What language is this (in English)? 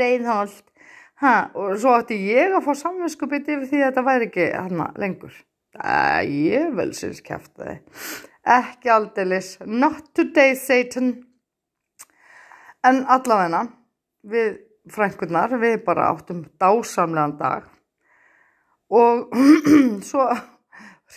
Icelandic